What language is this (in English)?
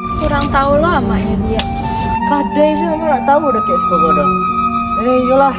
Minangkabau